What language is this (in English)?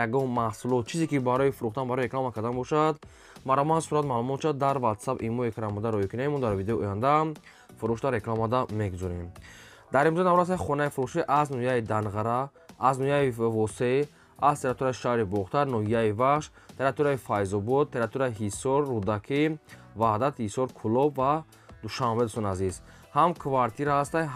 Tajik